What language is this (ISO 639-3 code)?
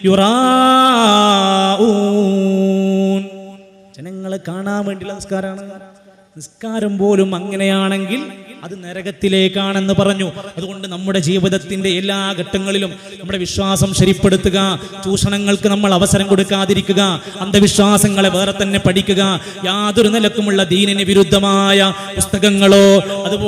mal